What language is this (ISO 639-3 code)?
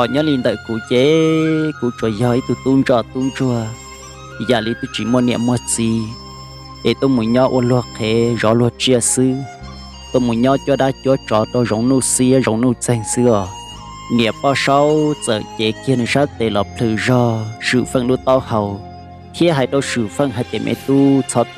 hmn